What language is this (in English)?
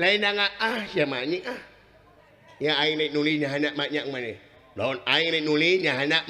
Sundanese